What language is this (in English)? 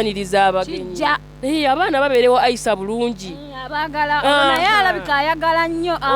Ganda